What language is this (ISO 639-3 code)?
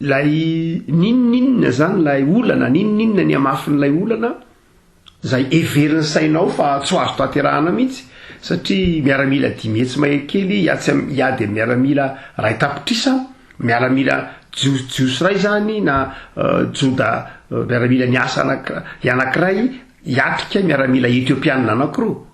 mlg